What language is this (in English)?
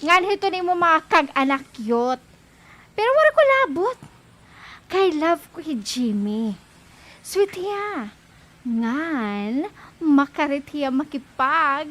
Waray